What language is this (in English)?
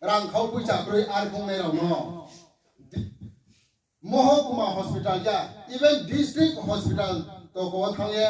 Riang (India)